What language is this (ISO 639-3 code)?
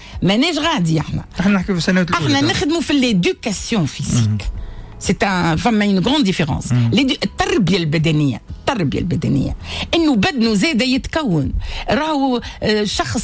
aeb